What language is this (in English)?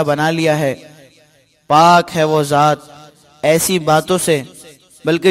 Urdu